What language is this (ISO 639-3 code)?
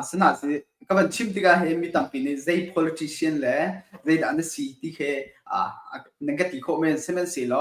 cnh